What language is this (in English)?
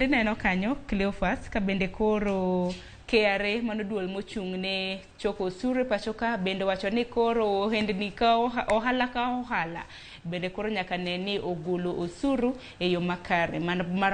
Luo (Kenya and Tanzania)